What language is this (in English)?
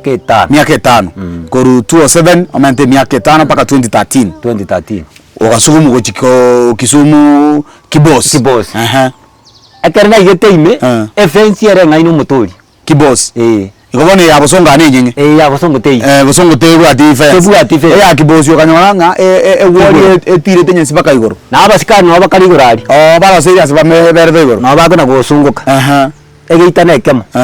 Gusii